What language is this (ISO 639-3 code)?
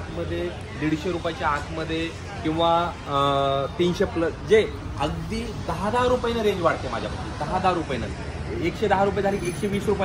mar